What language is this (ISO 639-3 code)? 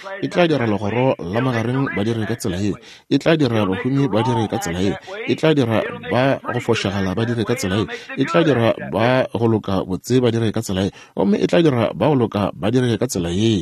nso